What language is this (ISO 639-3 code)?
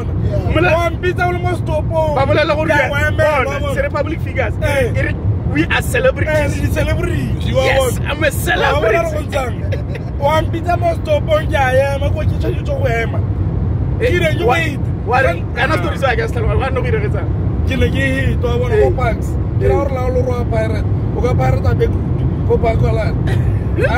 tsn